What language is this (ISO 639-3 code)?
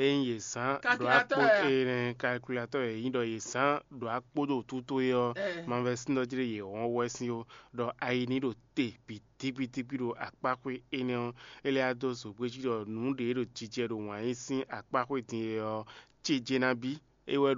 fon